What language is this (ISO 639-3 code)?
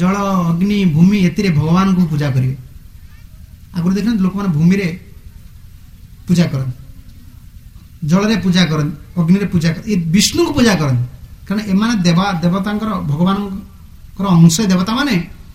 ori